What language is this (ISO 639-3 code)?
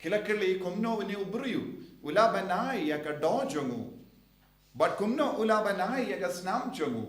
kha